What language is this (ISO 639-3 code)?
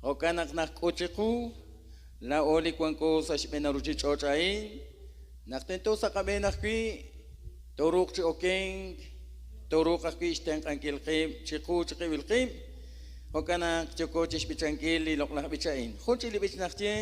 kek